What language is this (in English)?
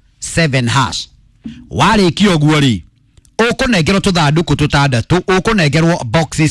Kikuyu